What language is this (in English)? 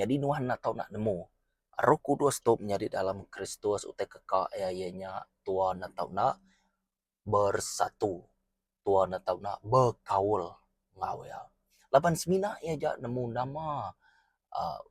Iban